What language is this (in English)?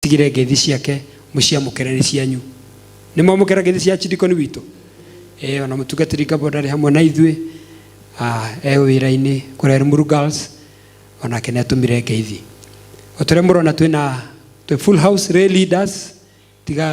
Kikuyu